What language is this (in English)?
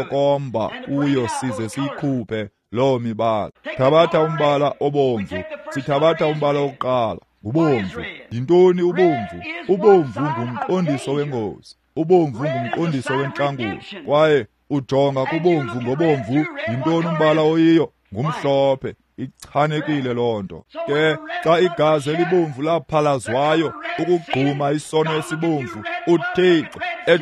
Xhosa